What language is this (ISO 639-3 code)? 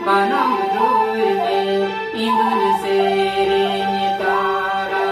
sat